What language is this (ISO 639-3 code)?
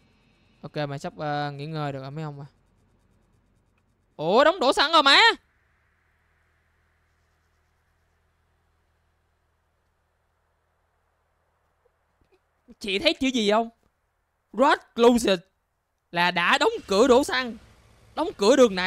vie